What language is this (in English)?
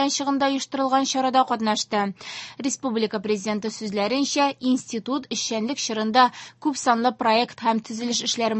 Tatar